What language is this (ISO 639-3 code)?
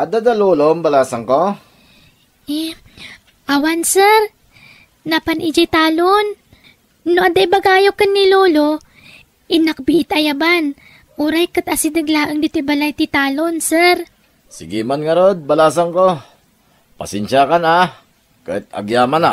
ilo